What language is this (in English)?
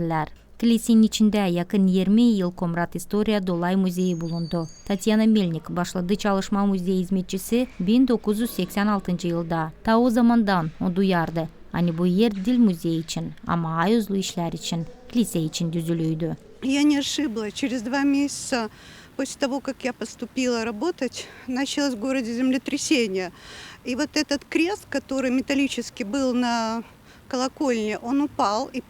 Gagauz